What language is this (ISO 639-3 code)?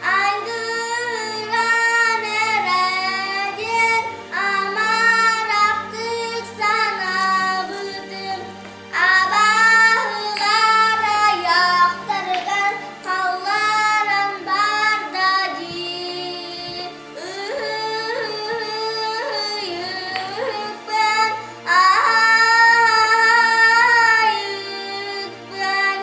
sah